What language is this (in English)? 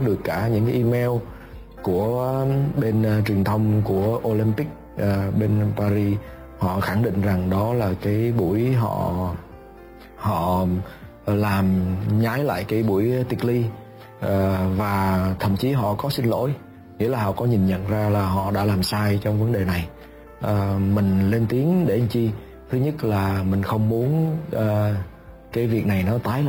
Vietnamese